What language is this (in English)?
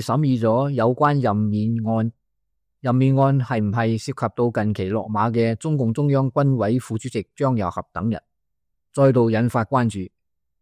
Cantonese